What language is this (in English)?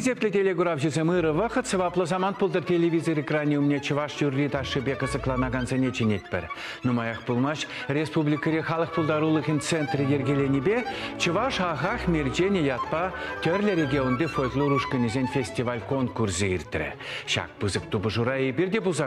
Chuvash